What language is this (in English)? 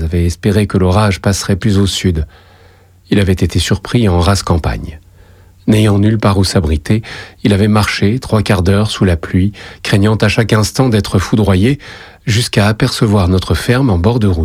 French